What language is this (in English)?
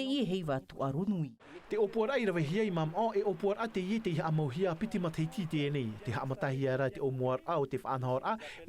Tahitian